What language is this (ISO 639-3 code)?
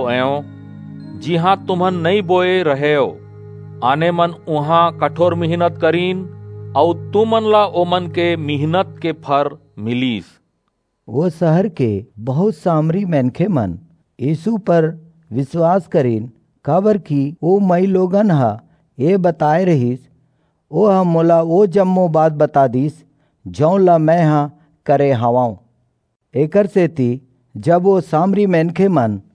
hne